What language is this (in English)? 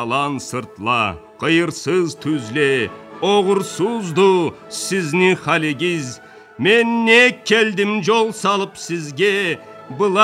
Karachay-Balkar